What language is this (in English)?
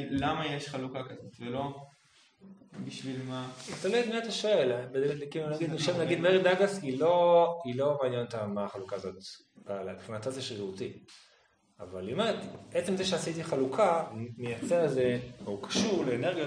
Hebrew